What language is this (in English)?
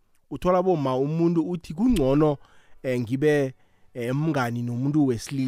South Ndebele